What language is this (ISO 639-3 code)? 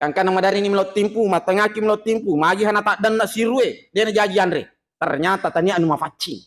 bug